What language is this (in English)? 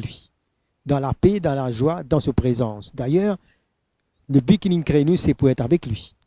Morisyen